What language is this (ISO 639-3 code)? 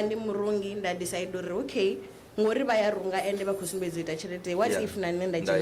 ven